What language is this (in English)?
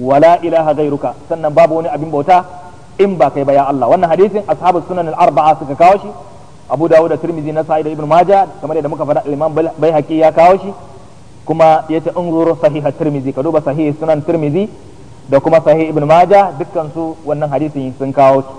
Hausa